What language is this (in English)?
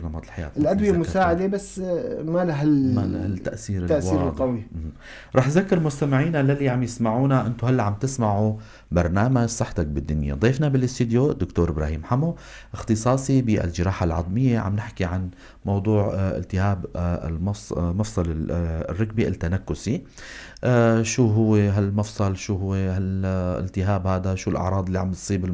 North Levantine Arabic